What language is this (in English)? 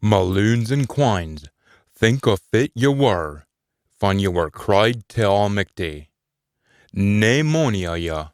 Scots